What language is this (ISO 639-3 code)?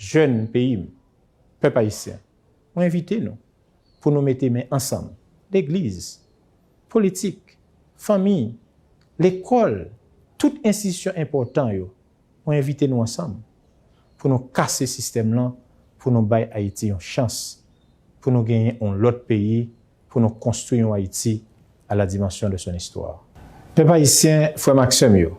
hat